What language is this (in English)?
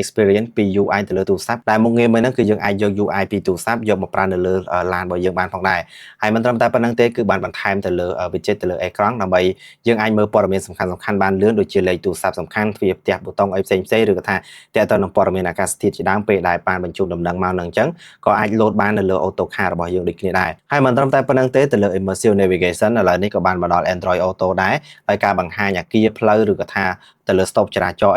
Khmer